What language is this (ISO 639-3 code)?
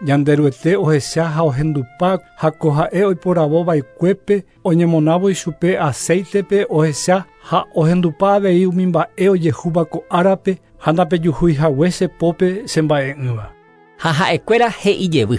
grn